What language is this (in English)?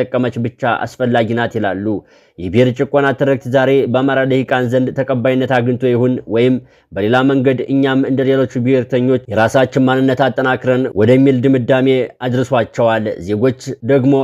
Amharic